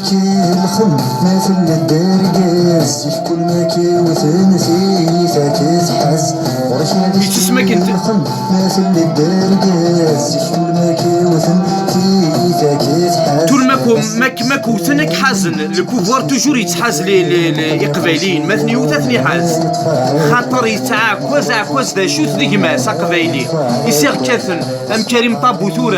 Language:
Kabyle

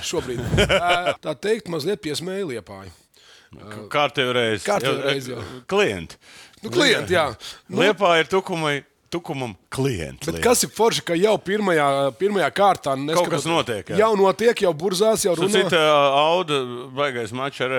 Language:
Latvian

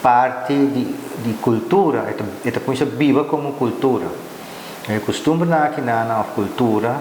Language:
Papiamento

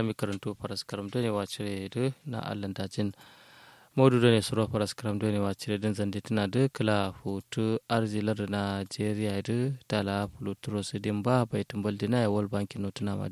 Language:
Kanuri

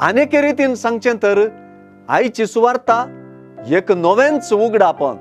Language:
Konkani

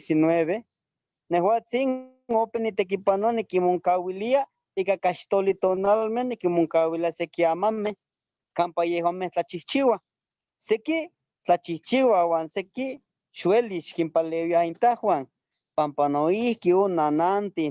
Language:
Eastern Huasteca Nahuatl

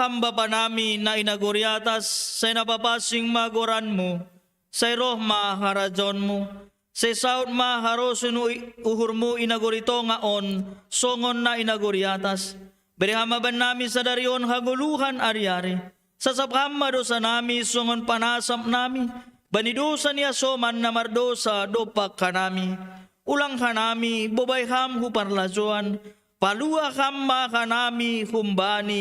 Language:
Batak Simalungun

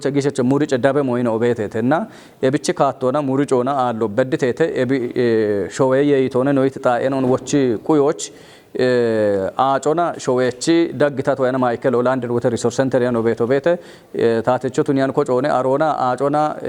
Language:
Kafa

